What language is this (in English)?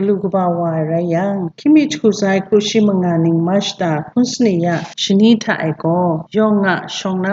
Kachin